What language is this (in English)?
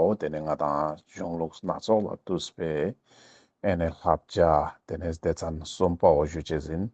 Ladakhi